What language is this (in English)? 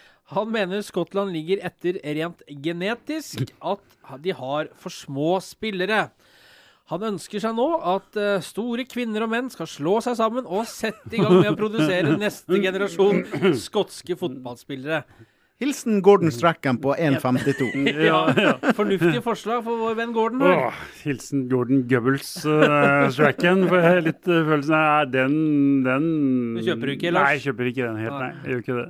Norwegian